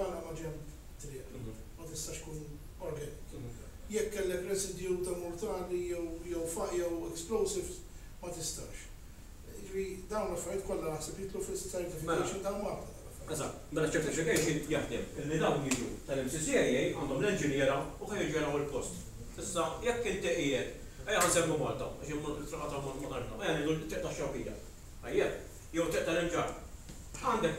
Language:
Maltese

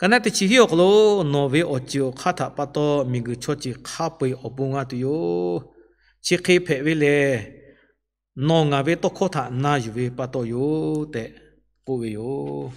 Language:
Lahu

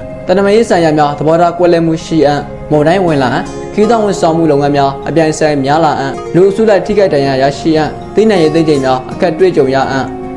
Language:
Burmese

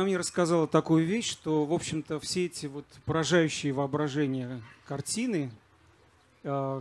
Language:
Russian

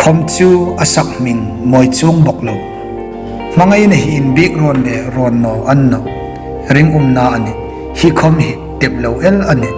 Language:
Hmar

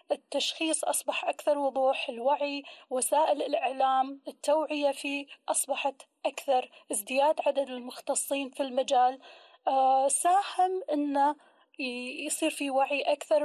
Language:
Gulf Arabic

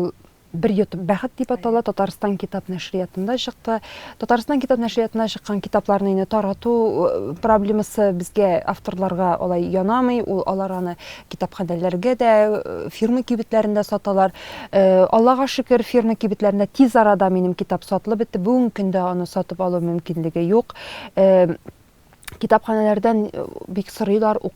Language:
Tatar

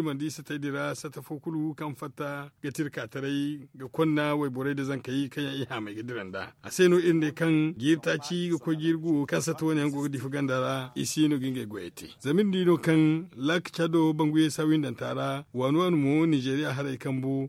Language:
Zarma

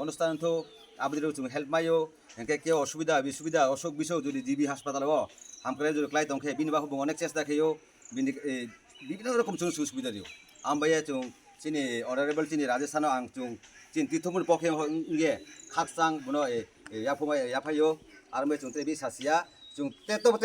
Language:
Kok Borok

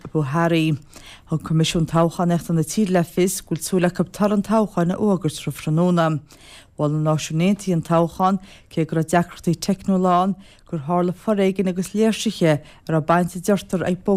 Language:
Irish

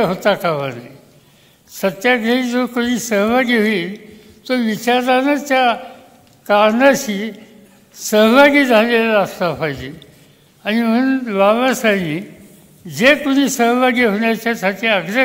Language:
Marathi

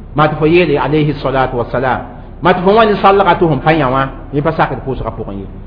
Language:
Mossi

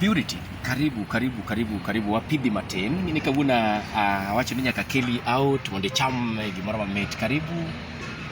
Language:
Luo (Kenya and Tanzania)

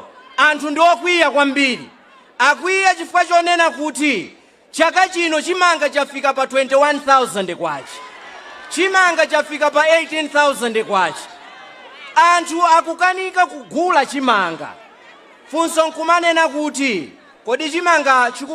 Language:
Nyanja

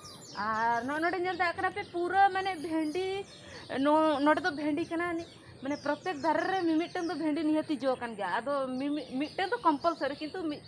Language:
Santali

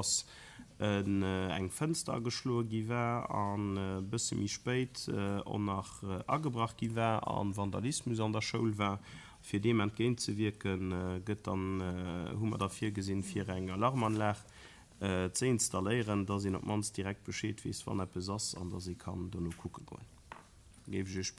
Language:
Luxembourgish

